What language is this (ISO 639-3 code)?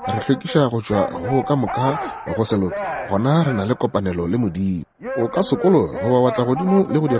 nso